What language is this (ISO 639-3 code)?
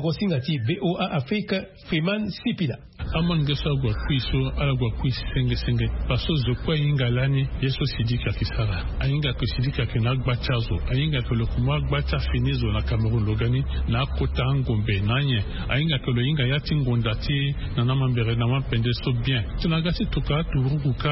sag